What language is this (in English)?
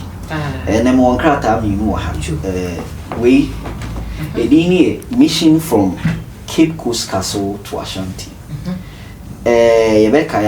Akan